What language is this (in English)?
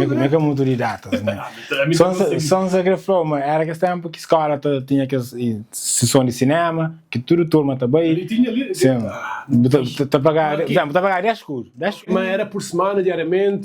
Kabuverdianu